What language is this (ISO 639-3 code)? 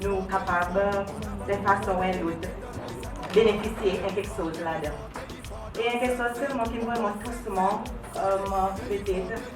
crs